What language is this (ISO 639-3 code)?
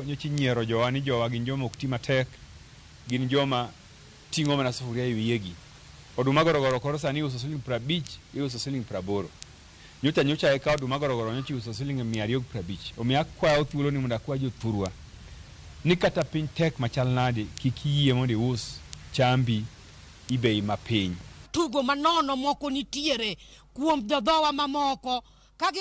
luo